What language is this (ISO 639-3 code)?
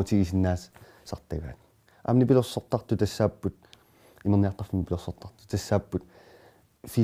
kal